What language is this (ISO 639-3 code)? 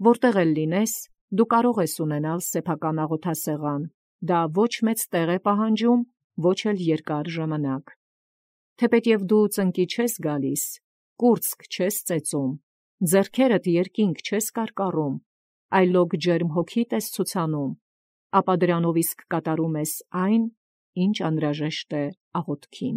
hye